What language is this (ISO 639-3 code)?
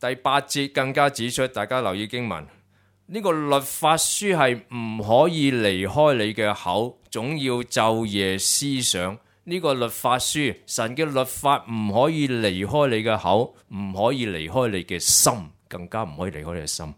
yue